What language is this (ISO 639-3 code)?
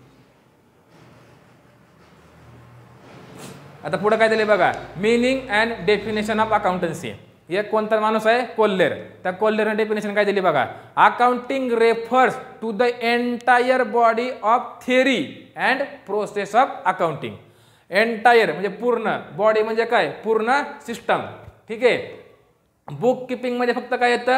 mar